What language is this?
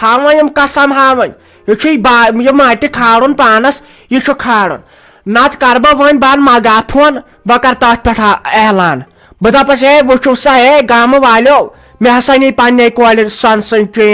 Kashmiri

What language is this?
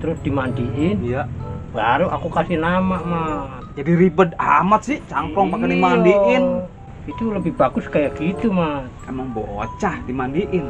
Betawi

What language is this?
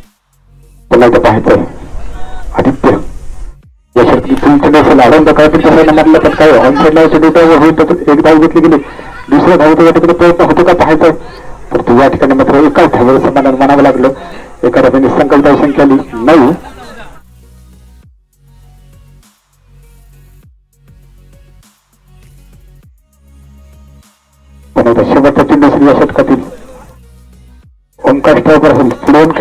Marathi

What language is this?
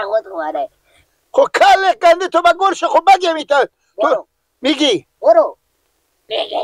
Persian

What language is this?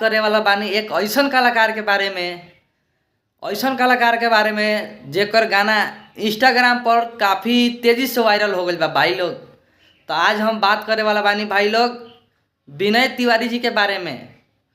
Bhojpuri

